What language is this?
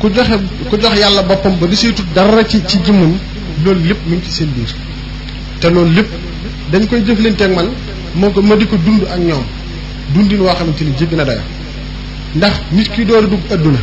Wolof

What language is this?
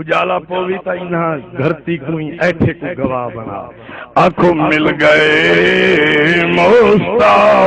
Saraiki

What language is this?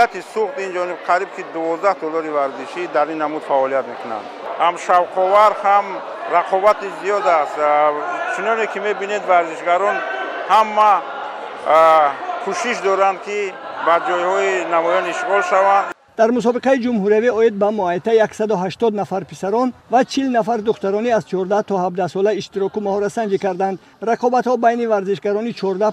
Tajik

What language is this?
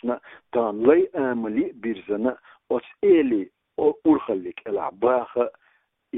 Chechen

